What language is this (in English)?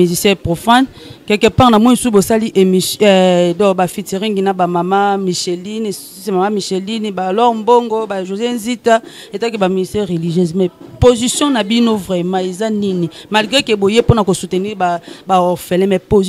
Lingala